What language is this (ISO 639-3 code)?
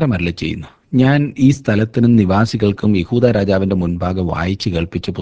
mal